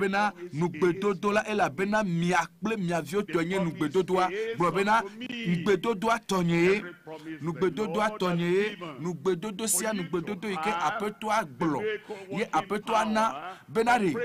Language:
Ewe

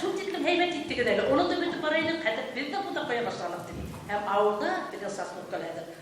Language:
Bashkir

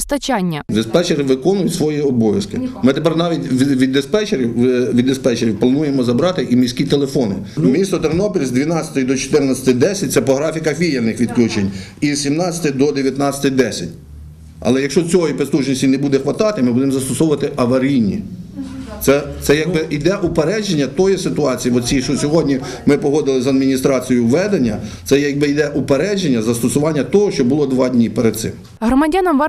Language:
Ukrainian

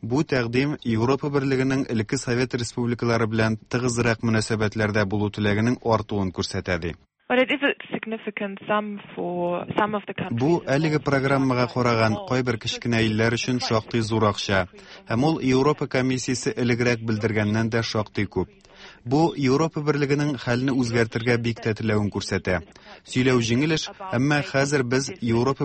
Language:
Tatar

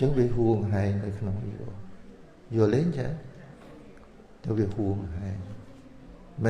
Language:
Khmer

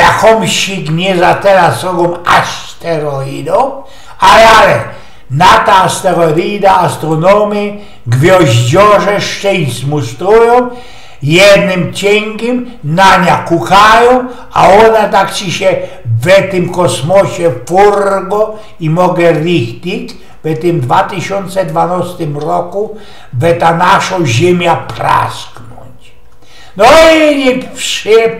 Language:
Silesian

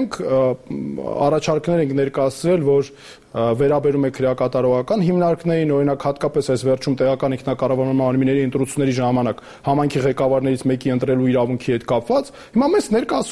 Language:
Armenian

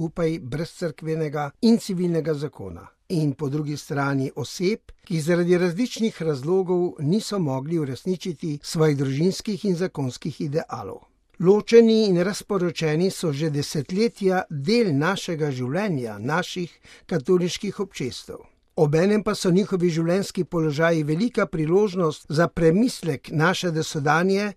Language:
Slovenian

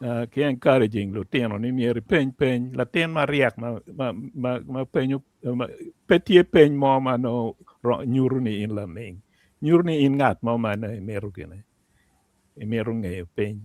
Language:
Acoli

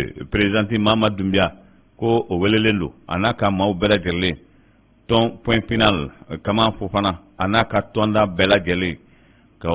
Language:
Bambara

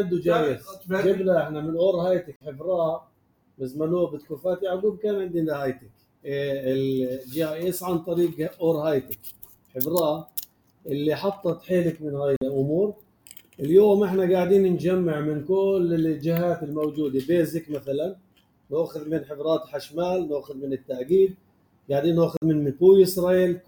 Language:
North Levantine Arabic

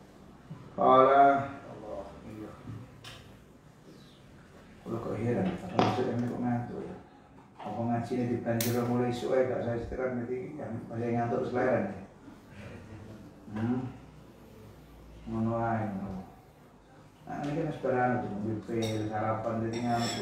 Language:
Javanese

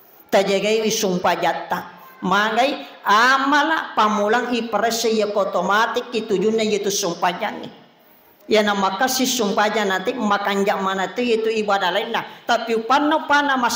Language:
Buginese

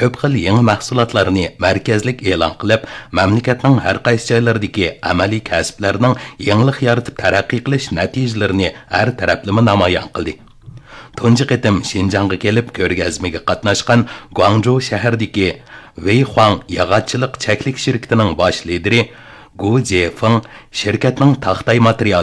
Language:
Uyghur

